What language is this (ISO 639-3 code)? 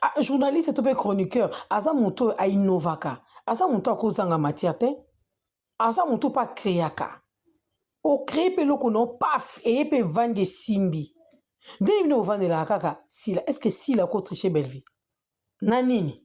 lin